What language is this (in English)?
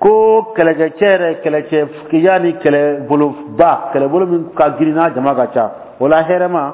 Dyula